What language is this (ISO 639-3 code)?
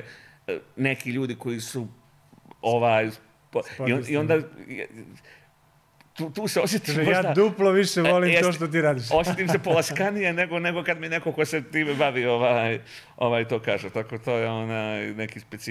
bos